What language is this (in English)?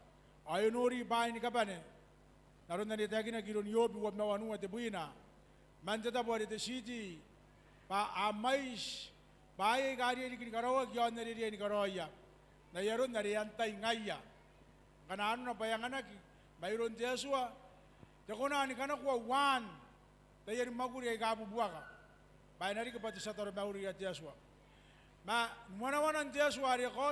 Gilbertese